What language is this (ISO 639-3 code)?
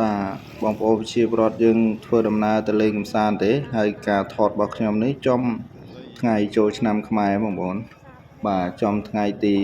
khm